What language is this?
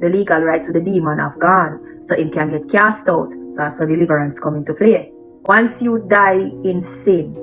Jamaican Creole English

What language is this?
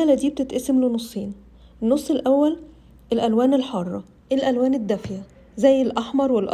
Egyptian Arabic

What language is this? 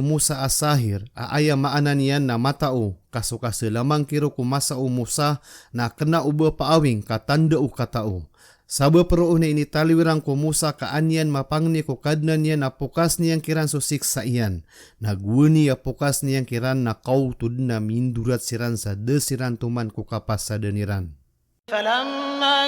Maranao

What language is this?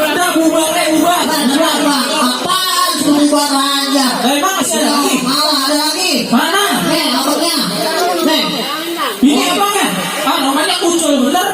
Betawi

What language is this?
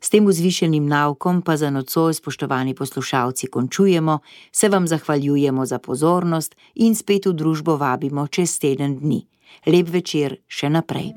Slovenian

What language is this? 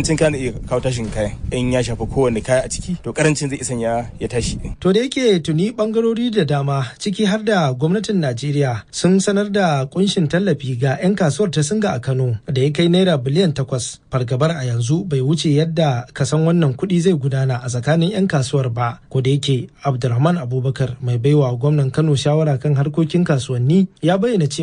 Hausa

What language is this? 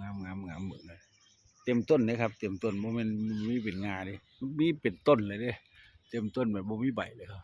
Northeastern Thai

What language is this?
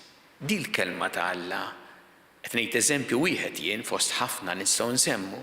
Maltese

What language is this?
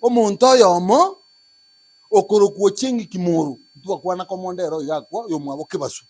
Gusii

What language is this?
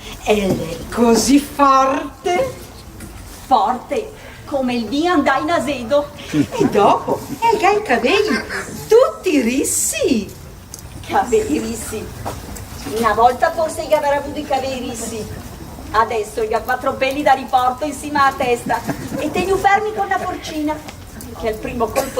Venetian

